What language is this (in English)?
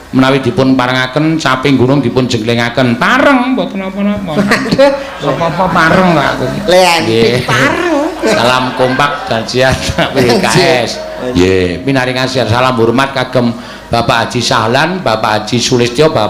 Javanese